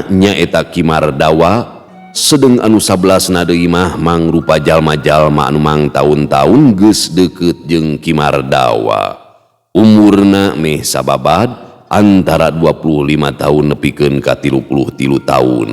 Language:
Sundanese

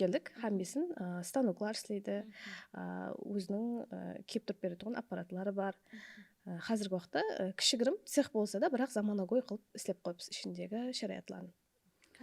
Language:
Kara-Kalpak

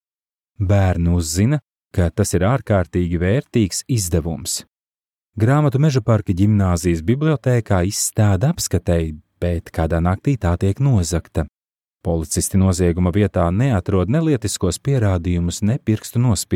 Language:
Latvian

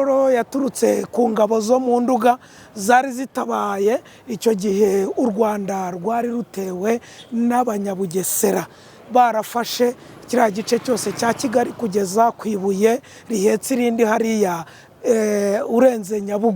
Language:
Kinyarwanda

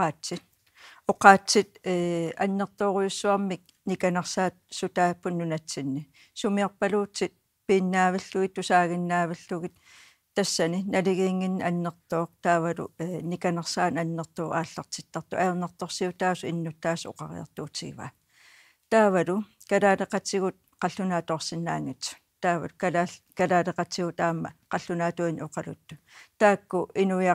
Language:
Kalaallisut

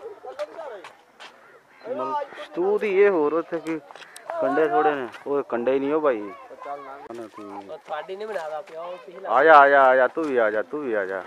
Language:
Punjabi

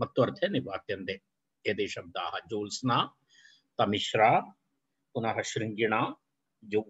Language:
Sanskrit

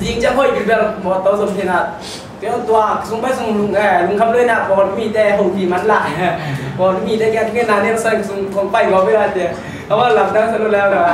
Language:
Tedim Chin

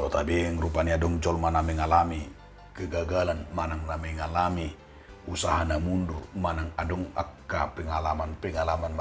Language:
Batak Toba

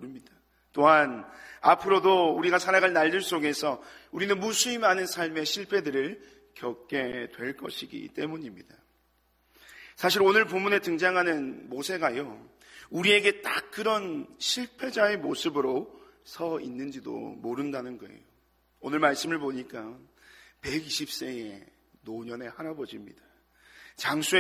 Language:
Korean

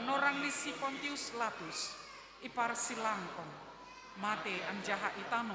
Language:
Batak Simalungun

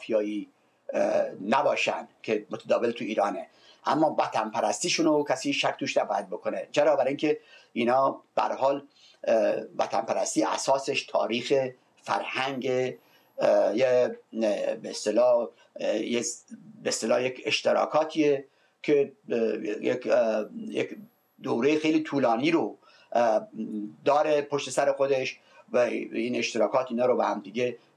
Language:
Persian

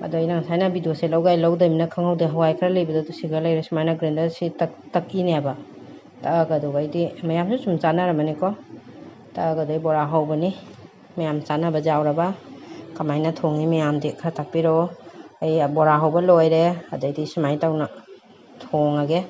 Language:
Manipuri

